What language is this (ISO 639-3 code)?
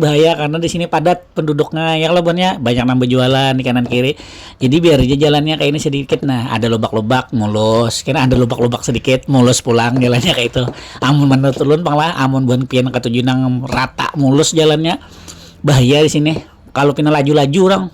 bjn